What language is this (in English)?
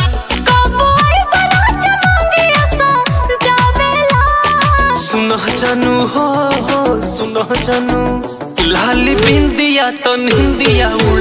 Bhojpuri